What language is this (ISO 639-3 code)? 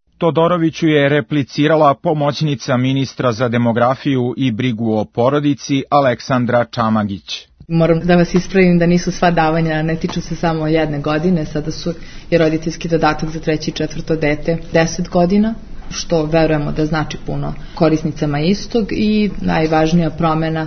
srp